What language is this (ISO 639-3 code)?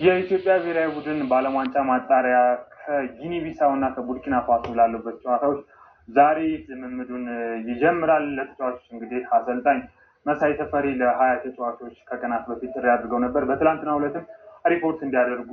amh